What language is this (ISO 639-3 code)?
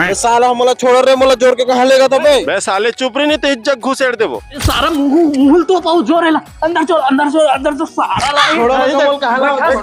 hne